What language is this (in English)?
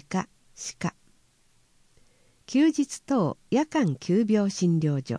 Japanese